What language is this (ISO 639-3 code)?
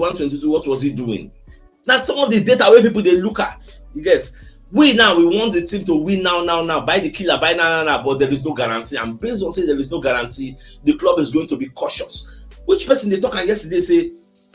pcm